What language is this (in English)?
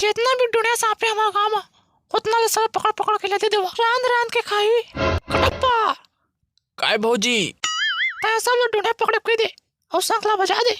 Chhattisgarhi